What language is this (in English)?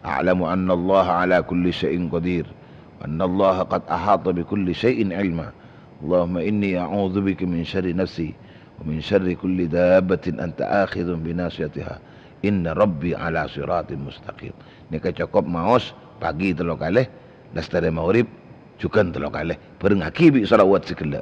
Madurese